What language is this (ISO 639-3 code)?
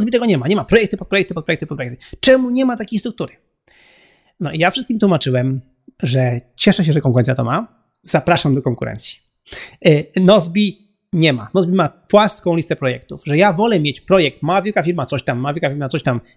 pol